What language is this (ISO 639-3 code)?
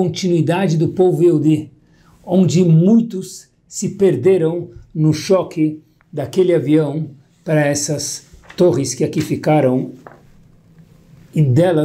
por